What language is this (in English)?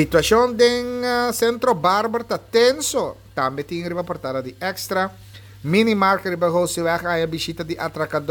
Papiamento